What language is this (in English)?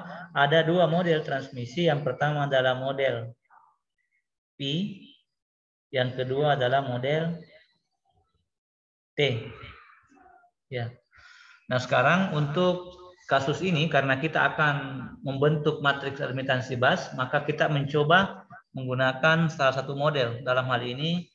Indonesian